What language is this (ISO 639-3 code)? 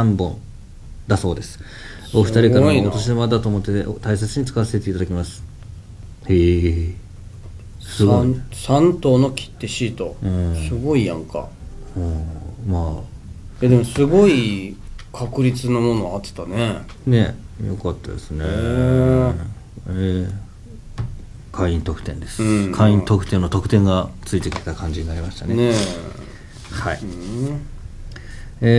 jpn